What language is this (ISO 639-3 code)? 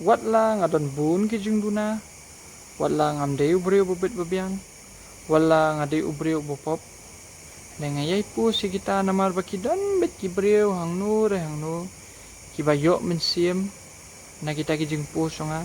kha